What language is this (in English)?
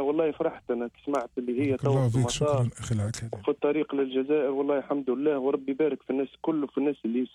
Algerian Arabic